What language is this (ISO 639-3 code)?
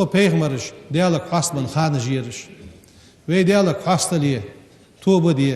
inh